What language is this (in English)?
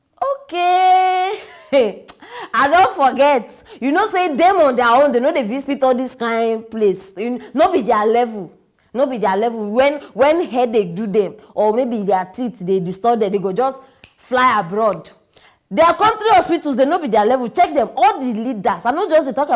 Nigerian Pidgin